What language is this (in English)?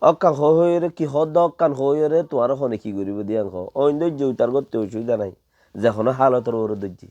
Rohingya